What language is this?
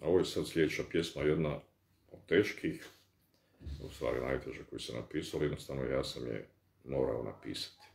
Bosnian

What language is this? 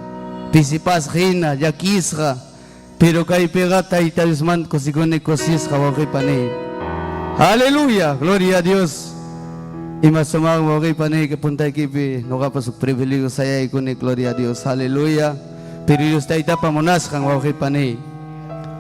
Ayacucho Quechua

